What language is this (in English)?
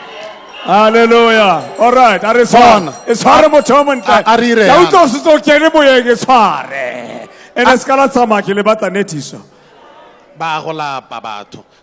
Tswana